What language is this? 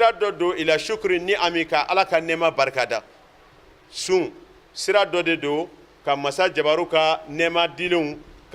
Bambara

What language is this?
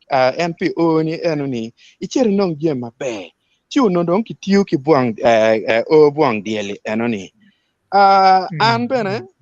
Acoli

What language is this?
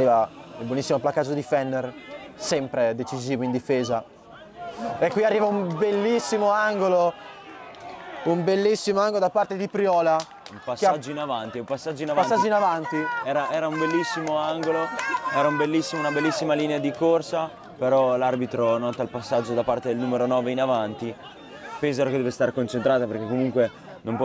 Italian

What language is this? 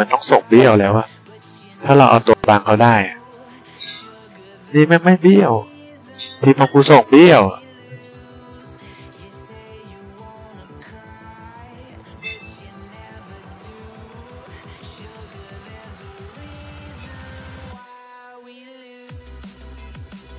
Thai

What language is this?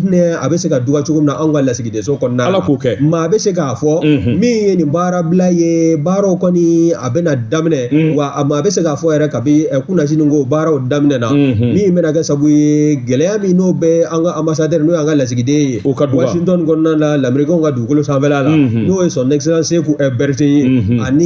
Bambara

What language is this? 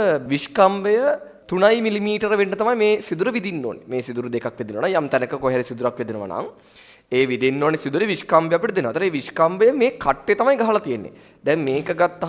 Sinhala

